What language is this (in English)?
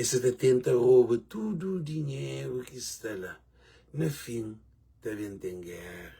Kabuverdianu